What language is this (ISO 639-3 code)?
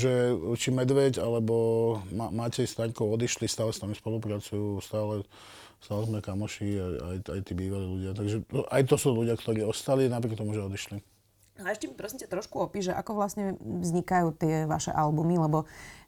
slk